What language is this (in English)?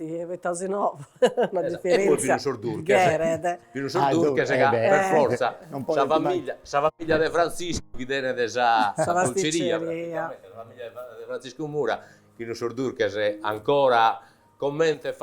Sardinian